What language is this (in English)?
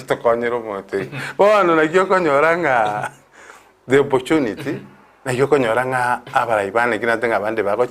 Gusii